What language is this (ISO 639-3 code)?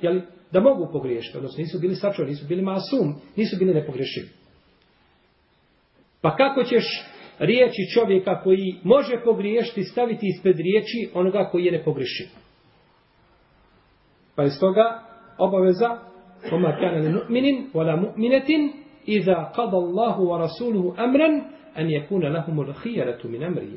bos